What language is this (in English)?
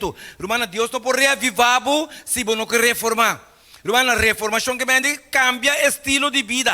Papiamento